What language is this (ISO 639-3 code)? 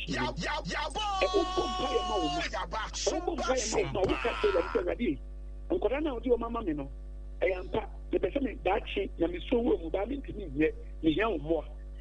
aka